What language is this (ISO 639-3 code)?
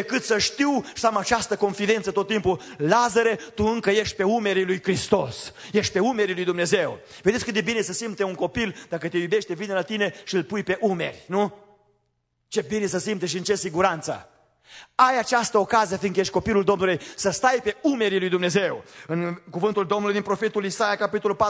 ron